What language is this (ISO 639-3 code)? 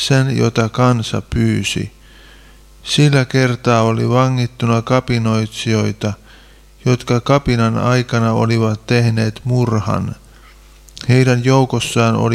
fin